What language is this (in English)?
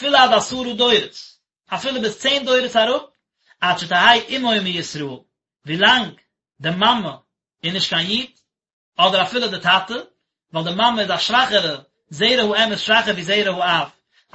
Yiddish